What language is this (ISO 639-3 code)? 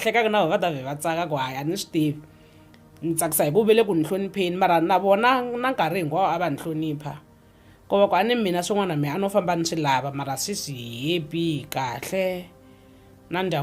tso